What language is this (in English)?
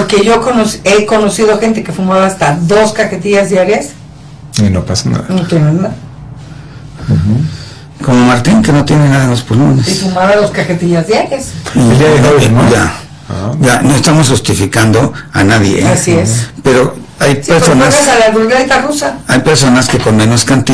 Spanish